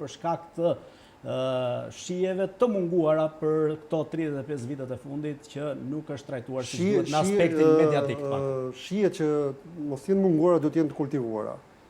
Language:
Albanian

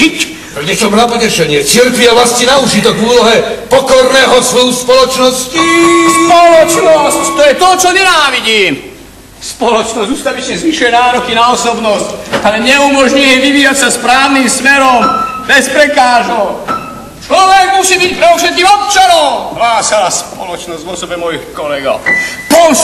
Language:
Slovak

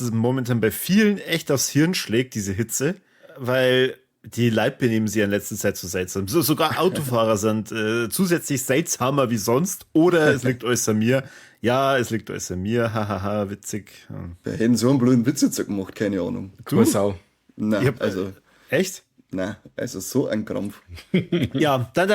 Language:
Bavarian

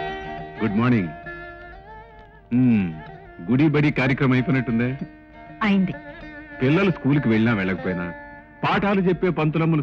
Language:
Telugu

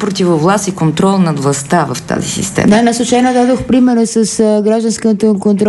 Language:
Bulgarian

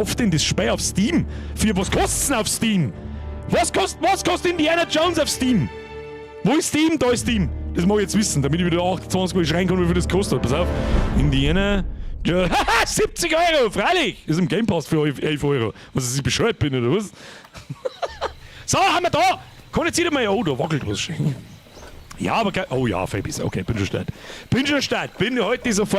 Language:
Bavarian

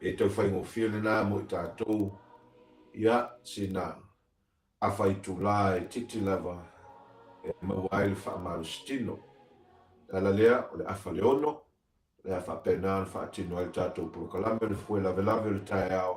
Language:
Samoan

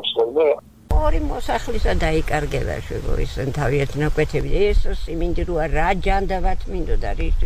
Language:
Georgian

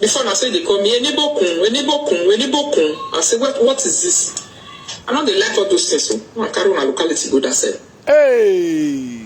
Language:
Nigerian Pidgin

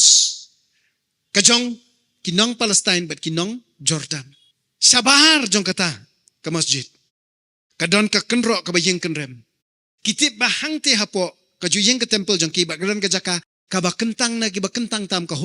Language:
Khasi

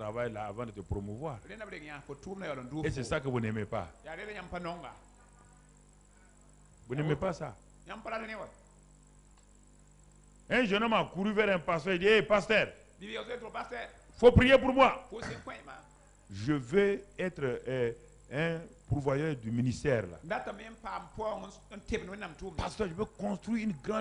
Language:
French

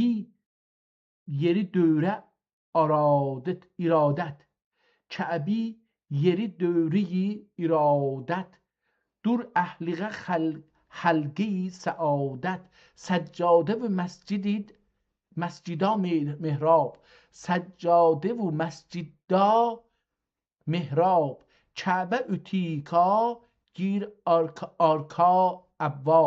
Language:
South Azerbaijani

